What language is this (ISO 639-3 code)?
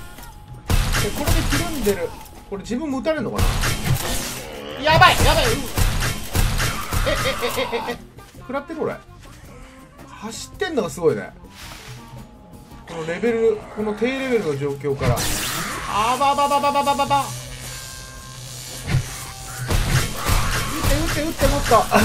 jpn